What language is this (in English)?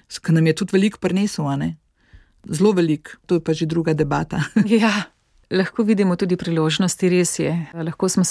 Slovenian